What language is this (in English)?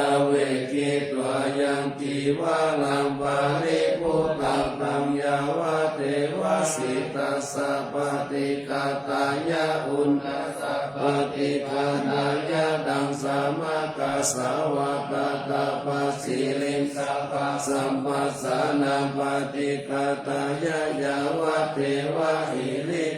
Pali